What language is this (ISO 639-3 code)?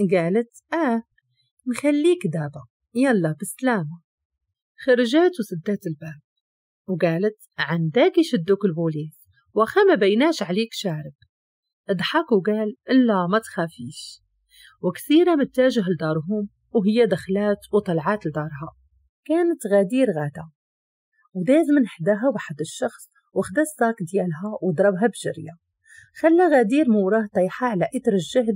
ary